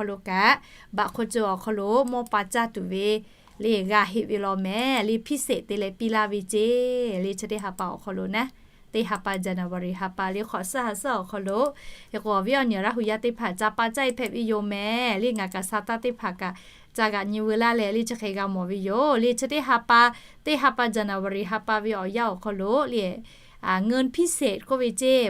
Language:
Lahu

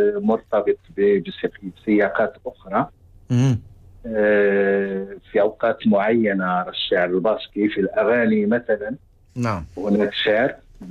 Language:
Arabic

